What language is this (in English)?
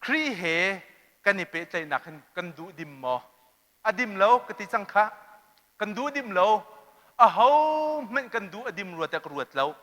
Hakha Chin